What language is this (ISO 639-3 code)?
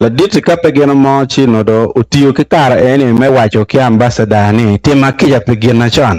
ach